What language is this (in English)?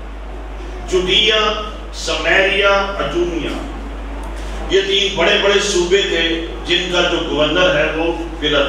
Urdu